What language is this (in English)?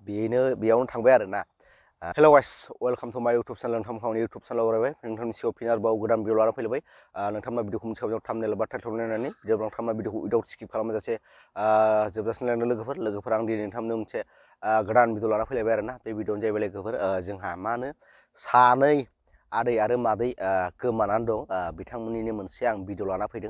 Bodo